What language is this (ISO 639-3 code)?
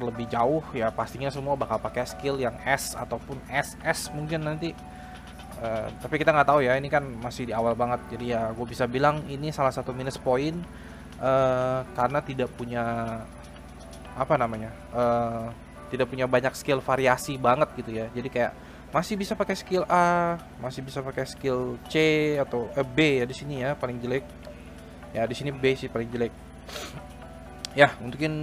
ind